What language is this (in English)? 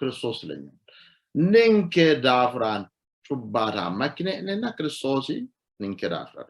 Sidamo